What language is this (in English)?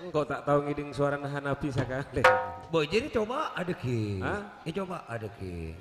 Madurese